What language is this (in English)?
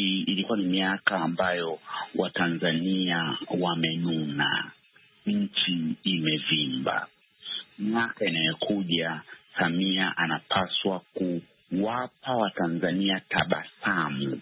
Swahili